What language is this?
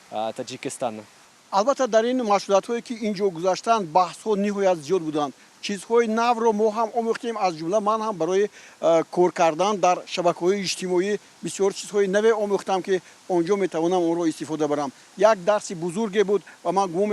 Tajik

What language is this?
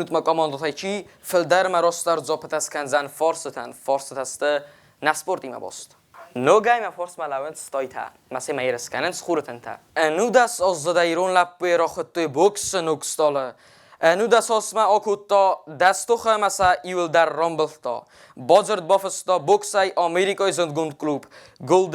Ossetic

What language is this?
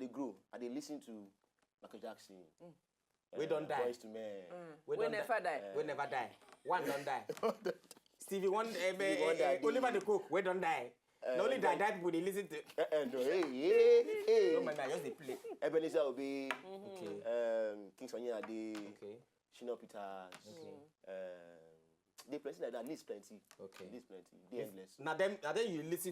Nigerian Pidgin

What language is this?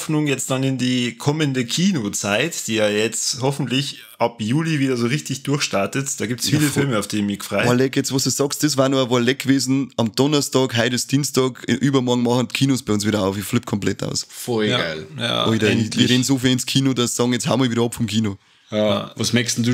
Bavarian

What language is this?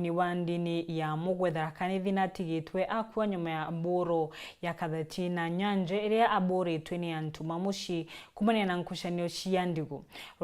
Meru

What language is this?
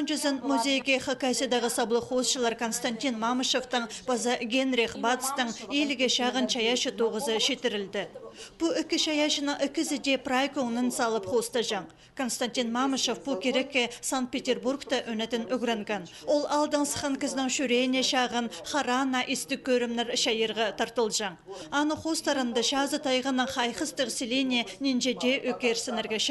Khakas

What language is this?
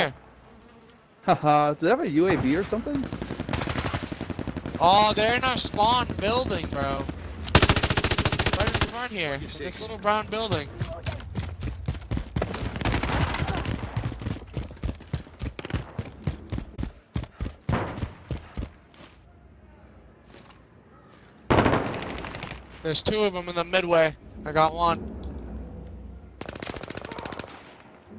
English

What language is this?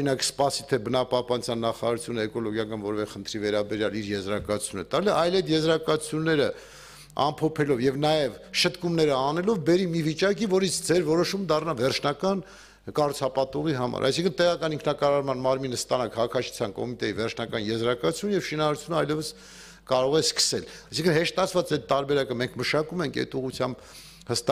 Armenian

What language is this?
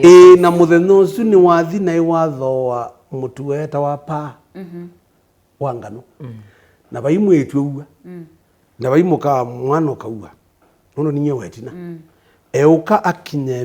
Kamba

